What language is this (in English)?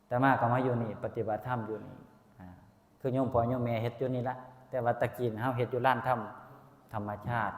Northeastern Thai